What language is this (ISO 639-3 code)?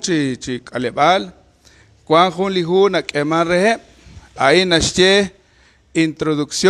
kek